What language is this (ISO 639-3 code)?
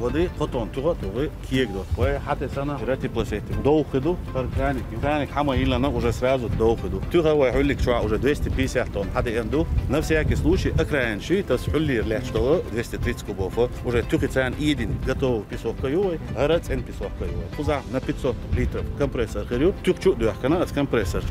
che